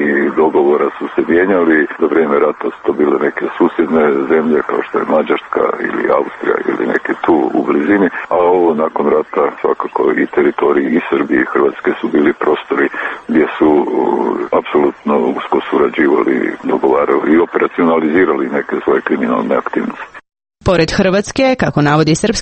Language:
Croatian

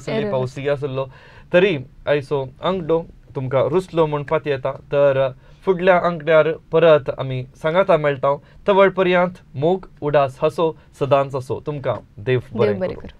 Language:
Konkani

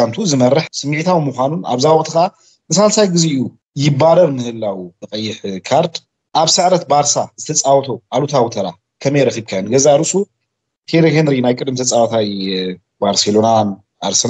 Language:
Tigrinya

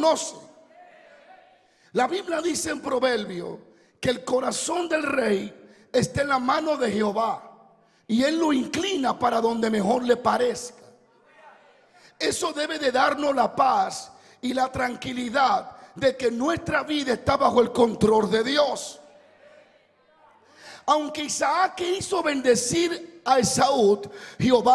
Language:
Spanish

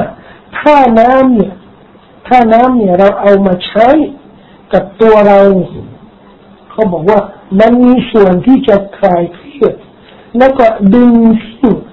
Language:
Thai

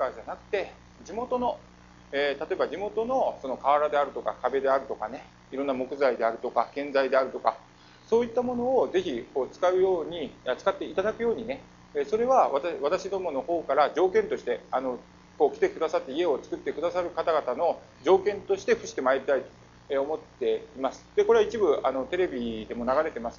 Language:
Japanese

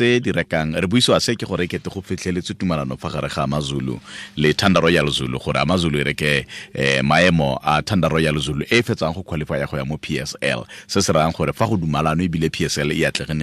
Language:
Tswana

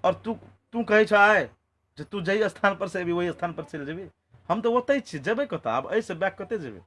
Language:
Maithili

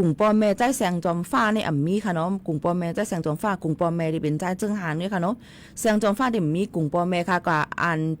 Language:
Shan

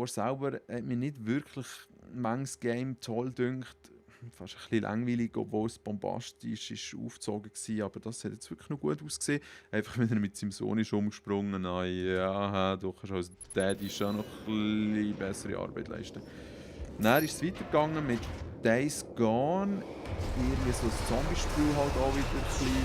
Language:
Swiss German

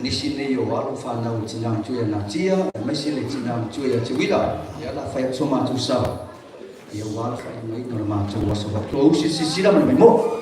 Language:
Samoan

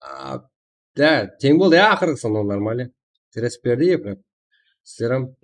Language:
Kara-Kalpak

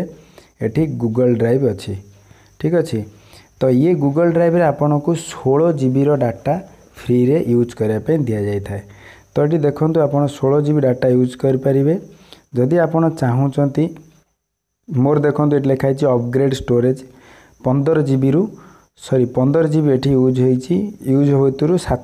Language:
Odia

